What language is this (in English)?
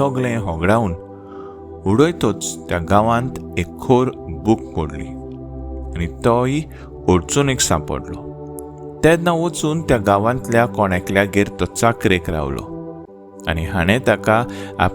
Konkani